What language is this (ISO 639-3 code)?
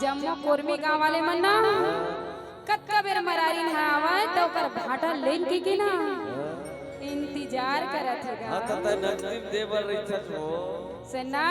hne